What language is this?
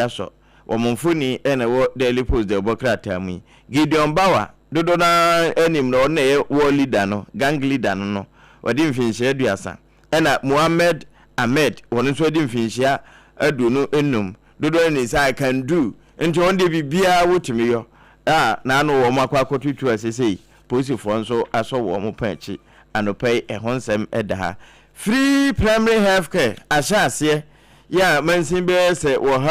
Akan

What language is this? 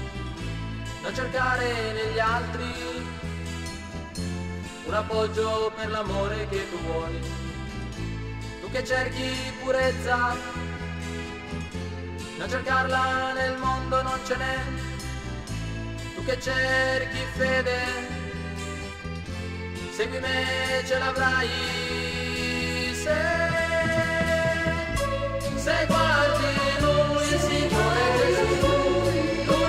Italian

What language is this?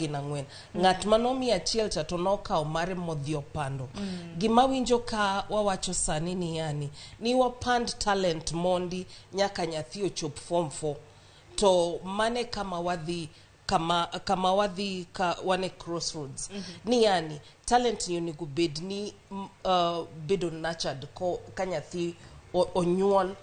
Luo (Kenya and Tanzania)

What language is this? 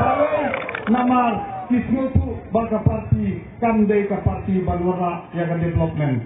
Khasi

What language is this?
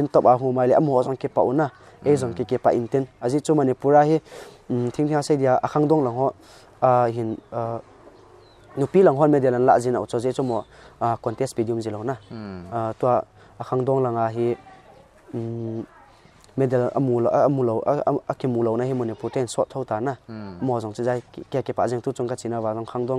Paite Chin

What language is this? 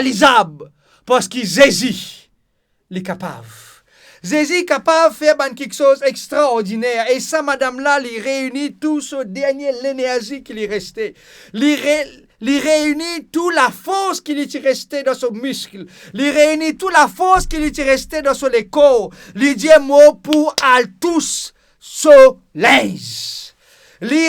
Morisyen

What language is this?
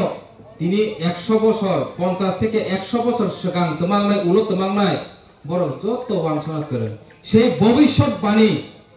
Kok Borok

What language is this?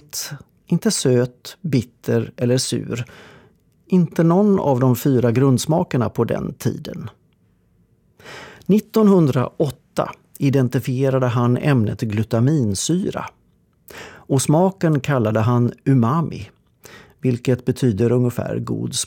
Swedish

